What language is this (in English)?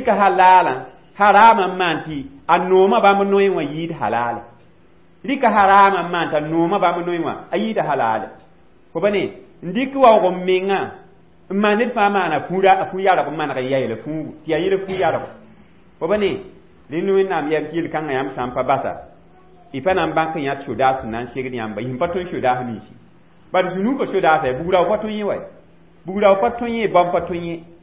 Mossi